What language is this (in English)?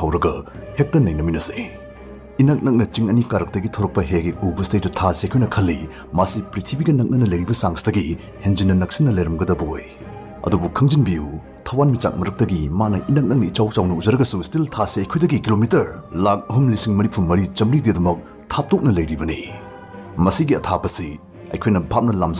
Manipuri